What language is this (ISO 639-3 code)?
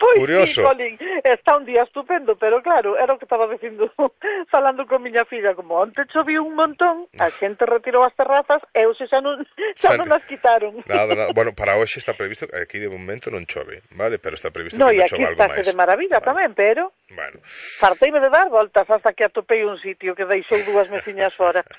glg